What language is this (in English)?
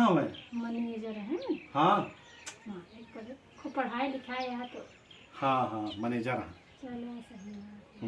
Awadhi